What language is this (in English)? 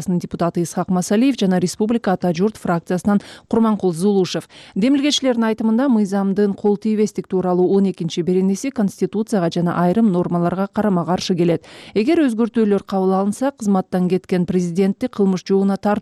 Kyrgyz